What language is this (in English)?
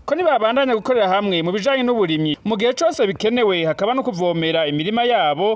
Rundi